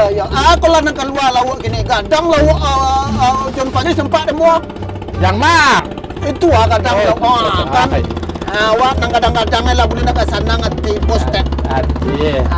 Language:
Minangkabau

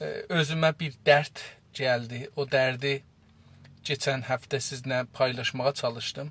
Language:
South Azerbaijani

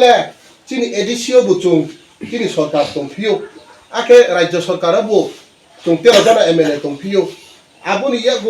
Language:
Kok Borok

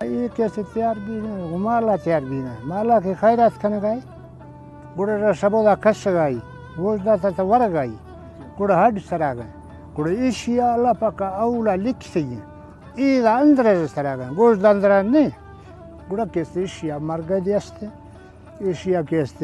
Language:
Baluchi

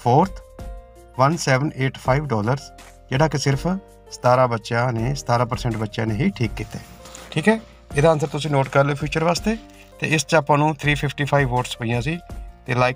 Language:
Punjabi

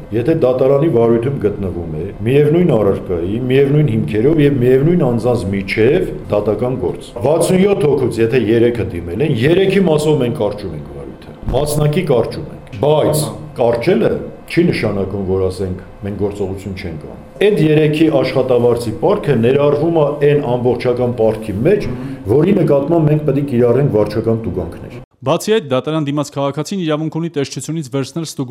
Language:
Armenian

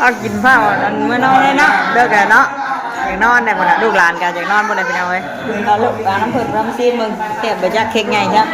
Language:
Northeastern Thai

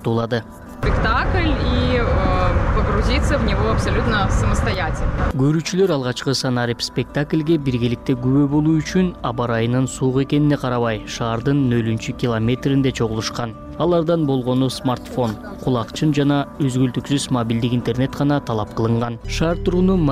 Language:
Kyrgyz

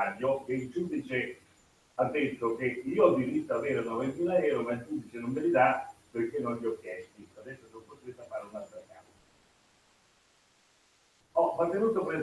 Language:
Italian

